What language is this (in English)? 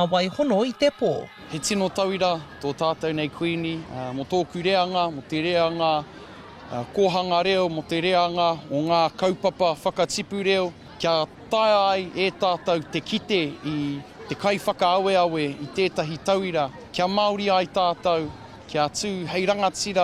Māori